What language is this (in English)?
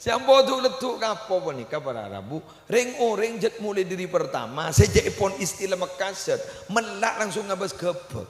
Madurese